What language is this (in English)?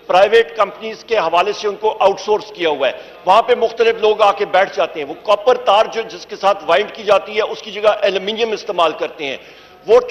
Urdu